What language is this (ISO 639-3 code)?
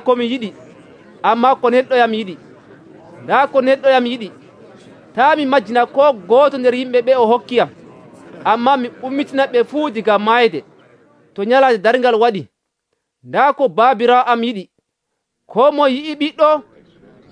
fuv